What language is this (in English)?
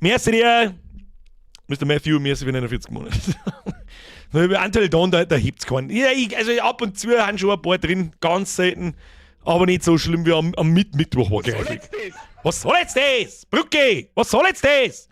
Bavarian